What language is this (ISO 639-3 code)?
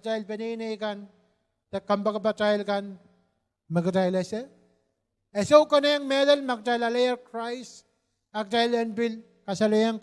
pon